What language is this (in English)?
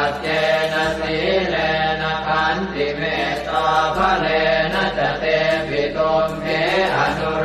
Pali